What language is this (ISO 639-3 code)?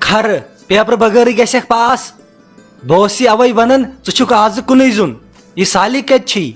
kas